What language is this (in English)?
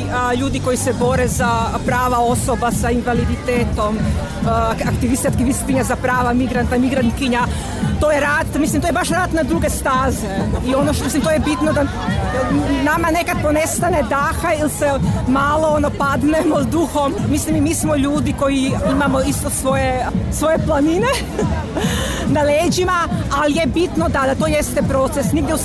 Bosnian